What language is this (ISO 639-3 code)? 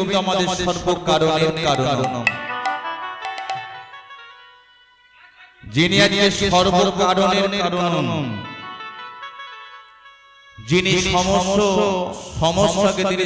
ben